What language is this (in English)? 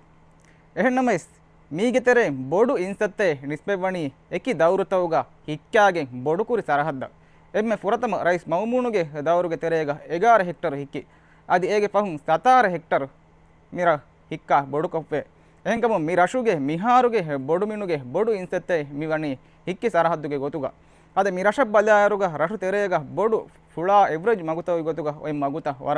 Divehi